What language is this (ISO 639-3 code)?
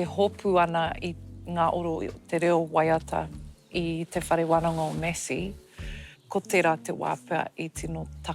mri